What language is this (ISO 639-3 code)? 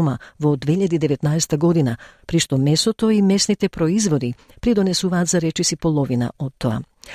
mkd